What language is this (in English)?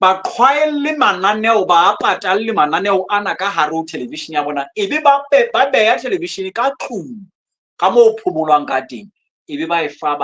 Southern Sotho